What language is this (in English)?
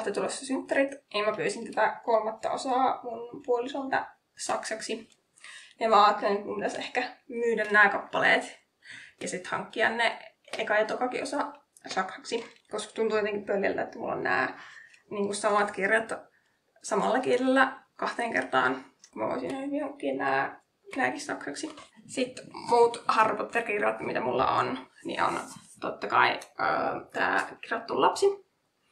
Finnish